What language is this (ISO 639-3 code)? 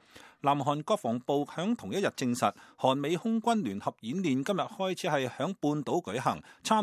yue